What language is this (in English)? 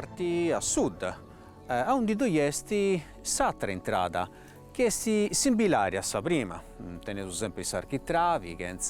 Sardinian